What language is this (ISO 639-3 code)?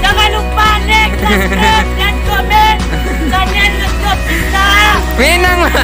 min